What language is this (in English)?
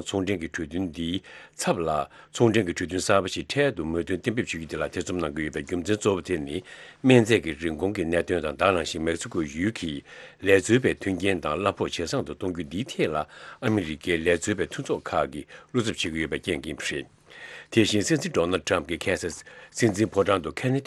Tibetan